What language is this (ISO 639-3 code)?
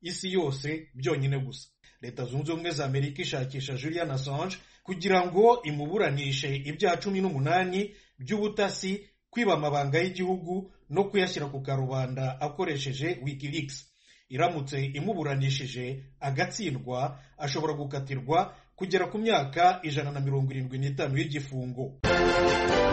kin